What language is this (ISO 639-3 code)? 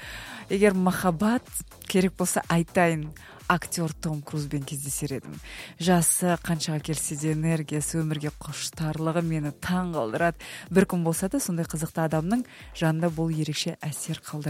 kaz